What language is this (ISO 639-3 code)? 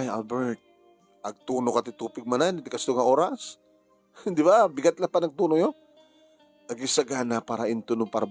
ilo